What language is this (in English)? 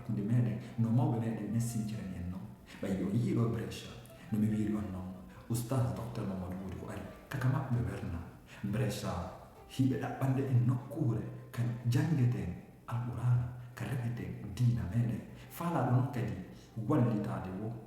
Fula